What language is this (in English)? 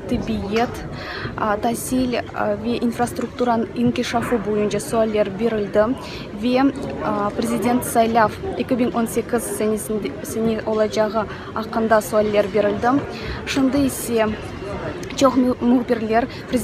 Crimean Tatar